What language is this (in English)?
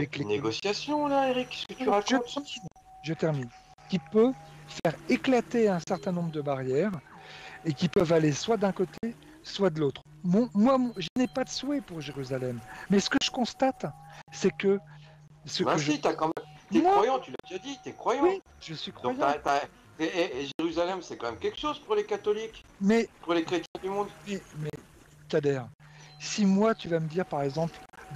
French